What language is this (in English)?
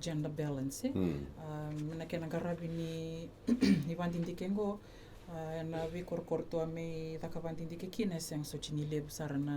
Fijian